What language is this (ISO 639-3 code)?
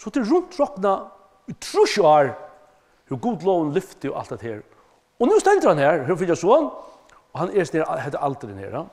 fao